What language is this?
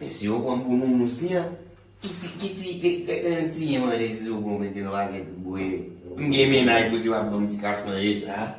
Haitian Creole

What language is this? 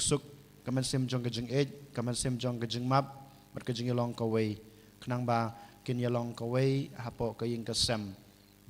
Khasi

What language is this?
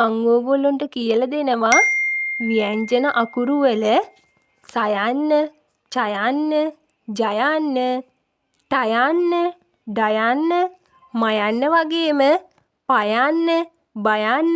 Sinhala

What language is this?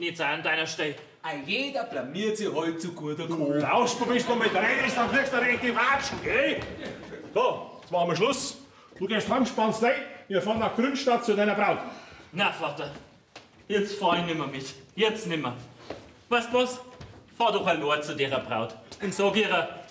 Bavarian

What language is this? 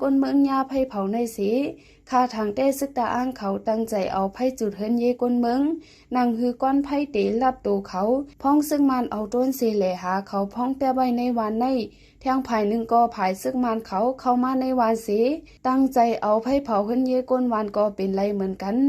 Shan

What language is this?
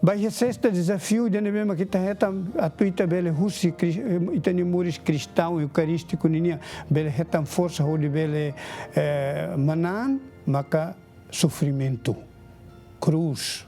Tetum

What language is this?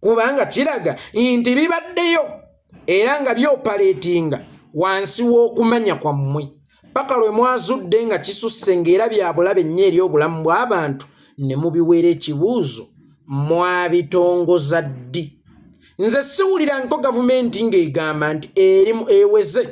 Ganda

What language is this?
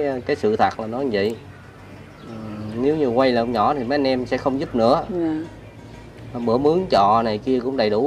Vietnamese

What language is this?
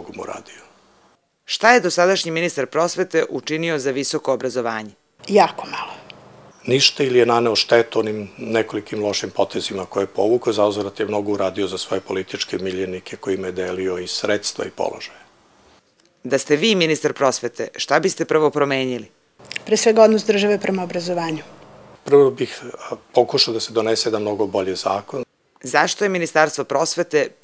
Serbian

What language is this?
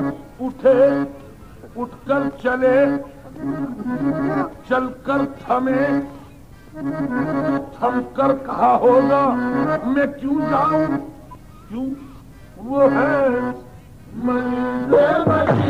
Urdu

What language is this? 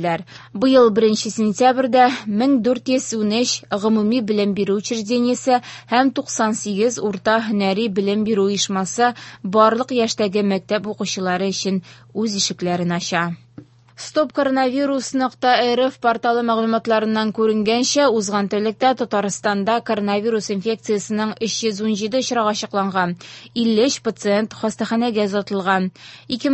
Tatar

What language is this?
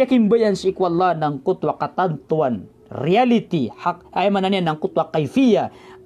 Maranao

